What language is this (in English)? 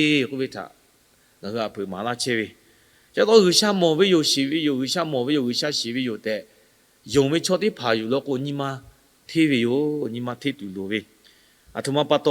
Lahu